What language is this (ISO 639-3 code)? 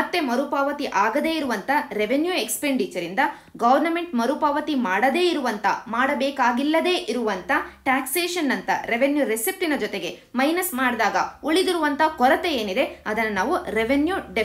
kan